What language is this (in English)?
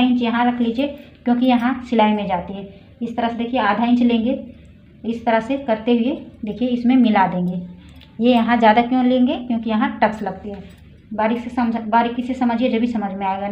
Hindi